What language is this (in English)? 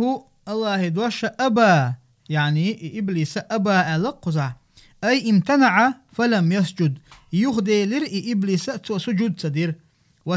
Chechen